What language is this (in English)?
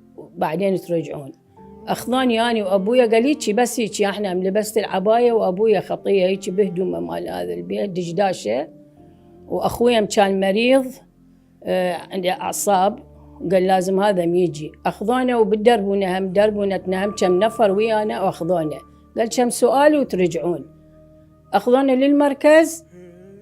Mesopotamian Arabic